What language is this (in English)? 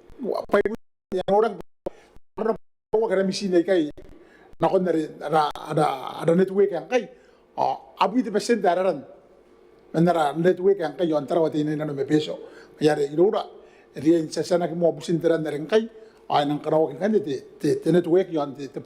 Gilbertese